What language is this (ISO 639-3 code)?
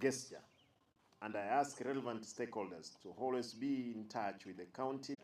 guz